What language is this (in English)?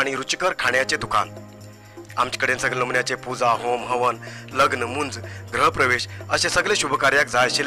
Konkani